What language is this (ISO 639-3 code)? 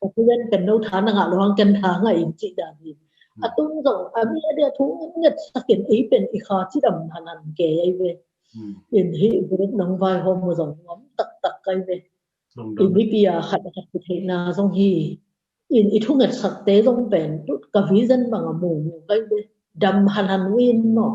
ctd